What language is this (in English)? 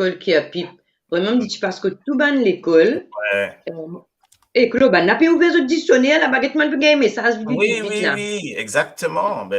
Morisyen